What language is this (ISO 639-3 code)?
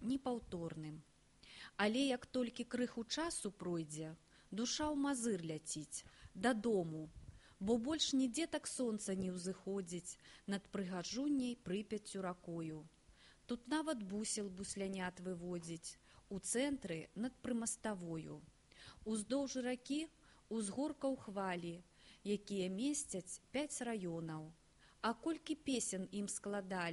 bel